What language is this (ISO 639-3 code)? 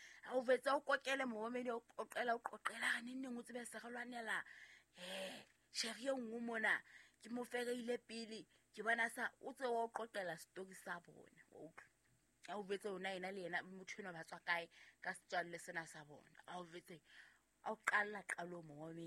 sot